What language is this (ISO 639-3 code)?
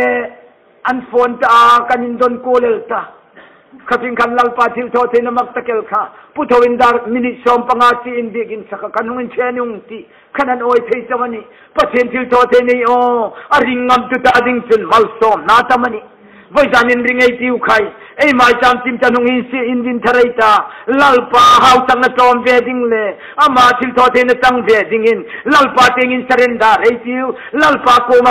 hmr